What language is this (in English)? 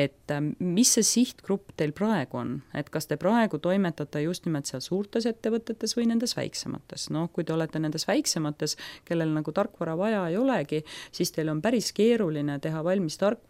Estonian